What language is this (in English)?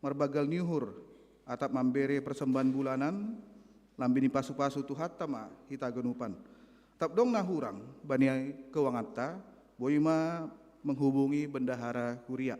Batak Simalungun